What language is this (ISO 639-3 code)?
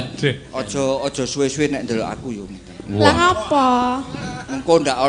jav